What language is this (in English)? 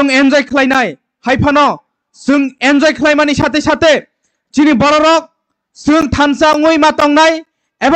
Kok Borok